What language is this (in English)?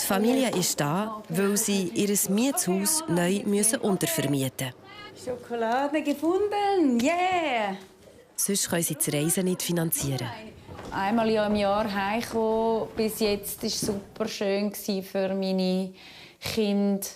Swiss German